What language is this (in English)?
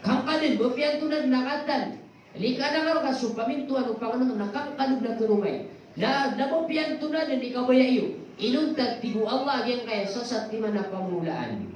Maranao